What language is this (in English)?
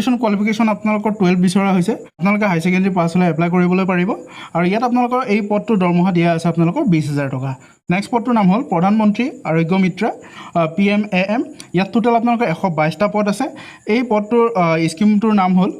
Assamese